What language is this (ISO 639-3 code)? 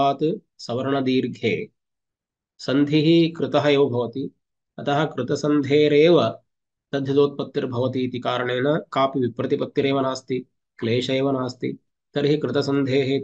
san